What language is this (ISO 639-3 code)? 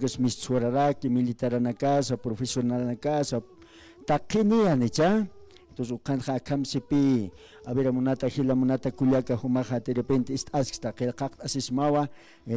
aym